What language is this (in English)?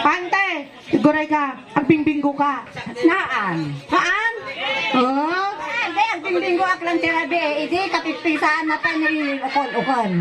Iloko